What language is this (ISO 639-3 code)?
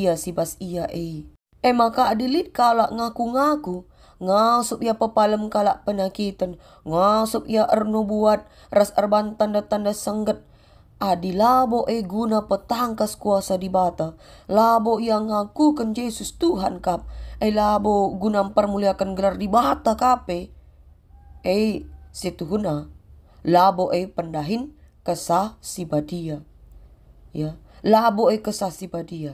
btx